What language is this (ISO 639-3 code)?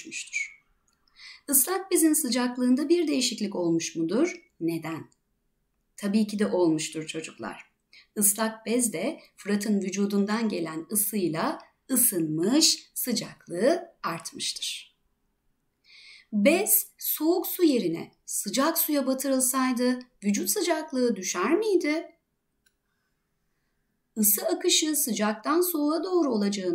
tur